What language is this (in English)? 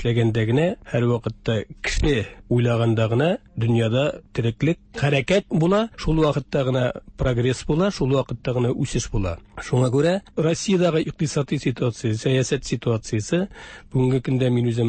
Tatar